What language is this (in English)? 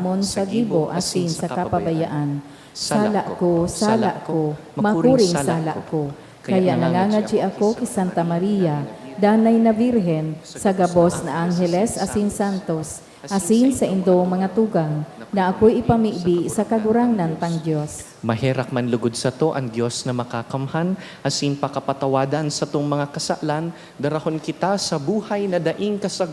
Bikol